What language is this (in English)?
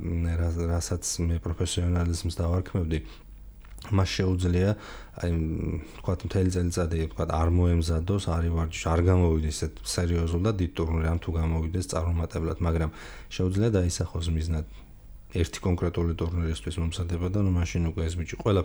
Georgian